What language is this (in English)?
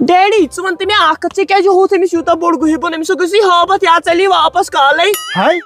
Kashmiri